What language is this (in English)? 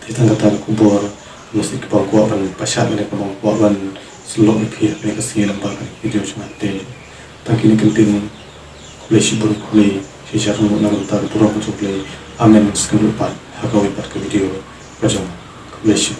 Khasi